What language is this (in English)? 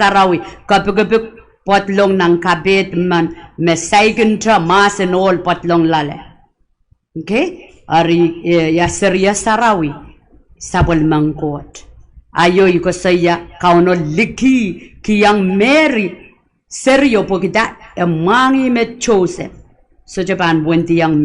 Pohnpeian